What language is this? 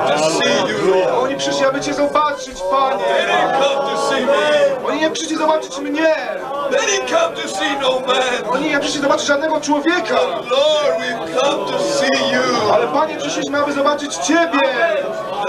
Polish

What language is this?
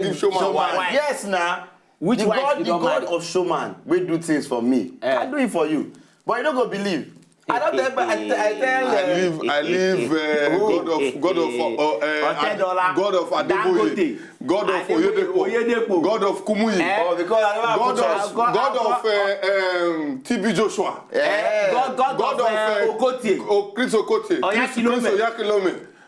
Nigerian Pidgin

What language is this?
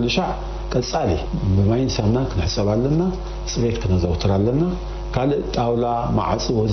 Tigrinya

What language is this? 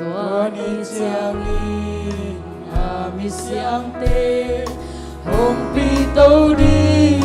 Hakha Chin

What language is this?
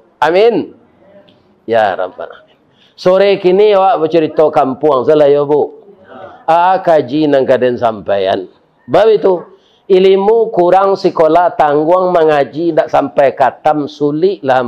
Minangkabau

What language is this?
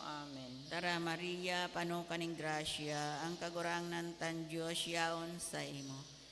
Bikol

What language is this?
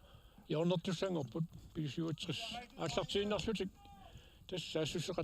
Kalaallisut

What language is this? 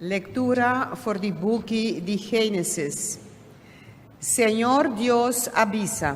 Papiamento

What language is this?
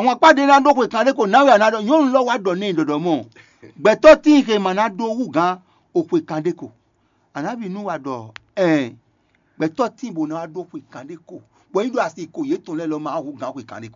Fon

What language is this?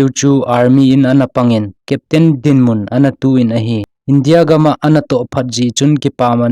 Thado Chin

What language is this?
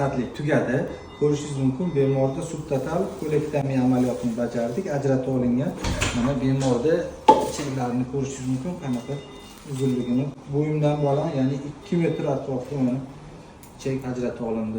Uzbek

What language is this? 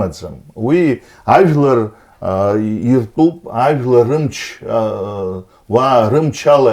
Abkhazian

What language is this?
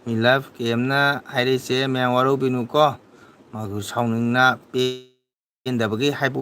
Manipuri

